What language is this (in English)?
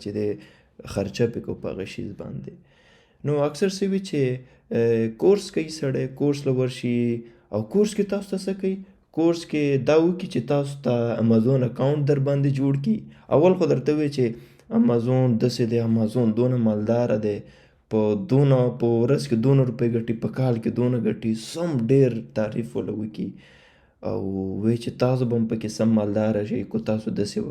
Pashto